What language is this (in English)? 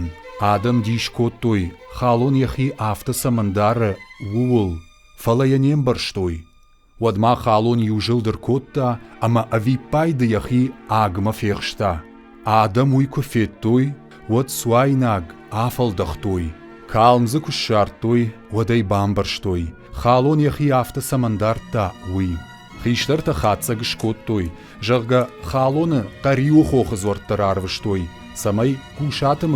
Ossetic